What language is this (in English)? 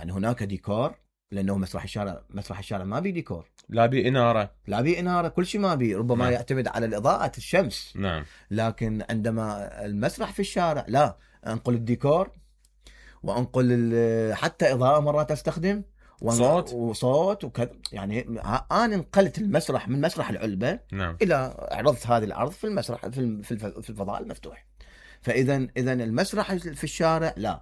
Mesopotamian Arabic